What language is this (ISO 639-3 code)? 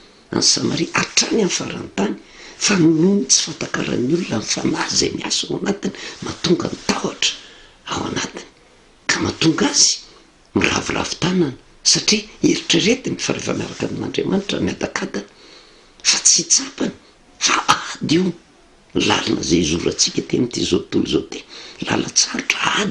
mlg